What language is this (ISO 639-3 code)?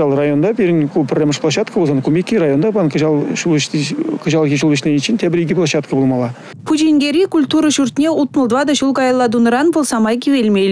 chv